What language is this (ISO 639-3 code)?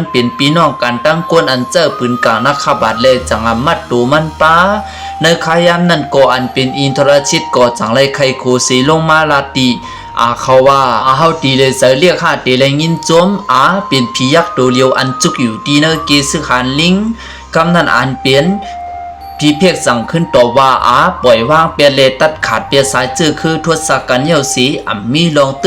shn